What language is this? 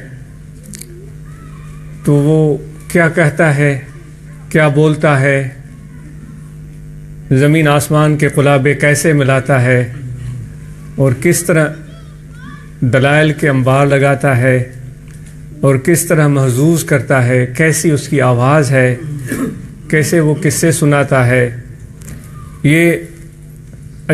Urdu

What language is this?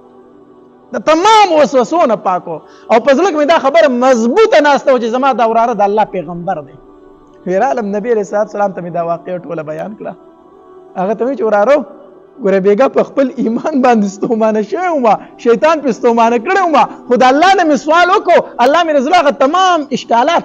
Pashto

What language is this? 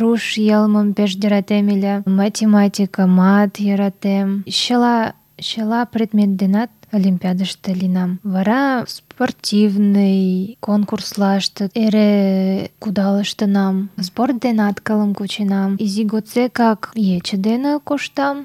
Mari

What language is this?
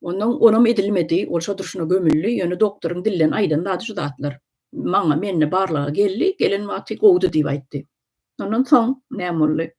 Turkmen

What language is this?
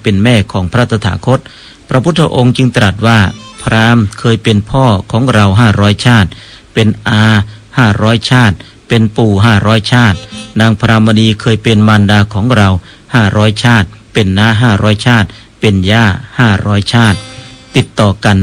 Thai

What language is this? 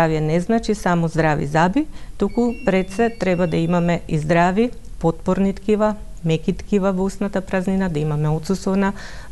Macedonian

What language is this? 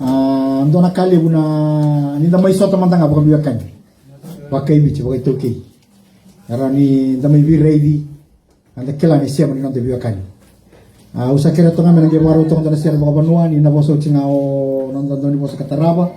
Fijian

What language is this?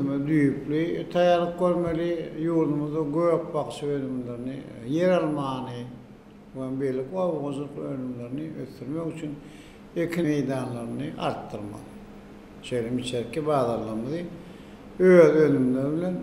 Turkmen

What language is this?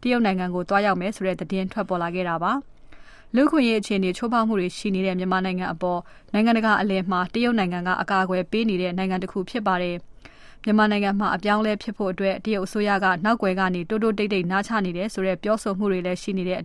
Burmese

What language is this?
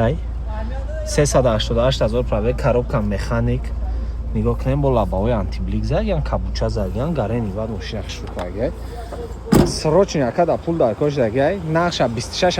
Tajik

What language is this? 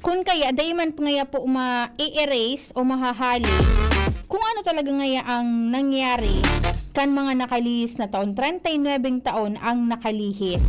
Bikol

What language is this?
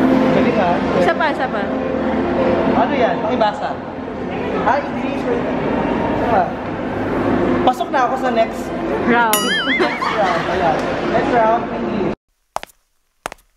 Filipino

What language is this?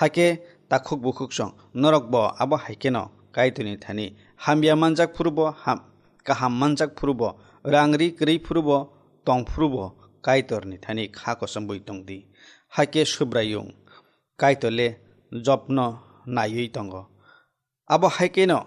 Kok Borok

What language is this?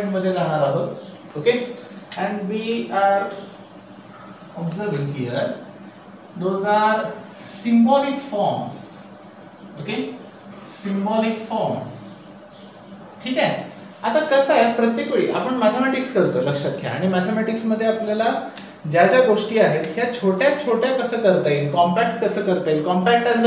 Marathi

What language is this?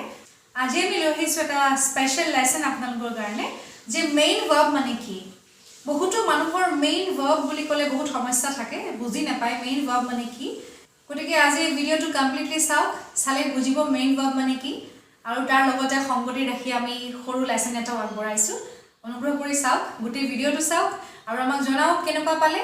Assamese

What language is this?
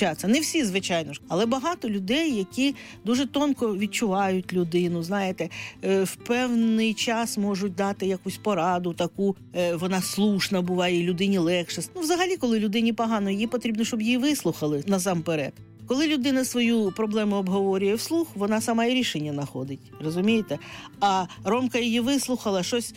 Ukrainian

